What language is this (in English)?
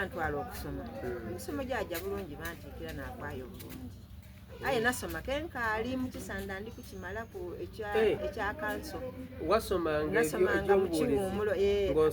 Soga